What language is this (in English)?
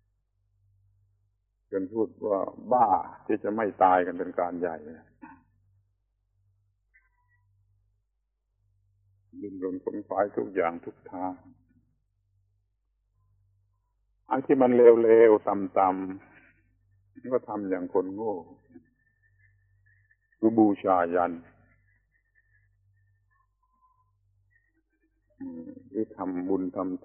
Thai